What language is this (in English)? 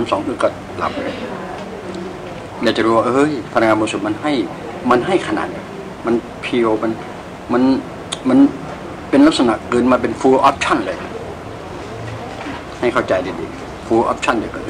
Thai